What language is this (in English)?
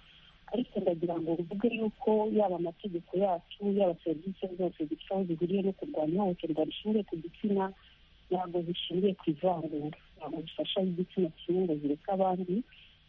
Kinyarwanda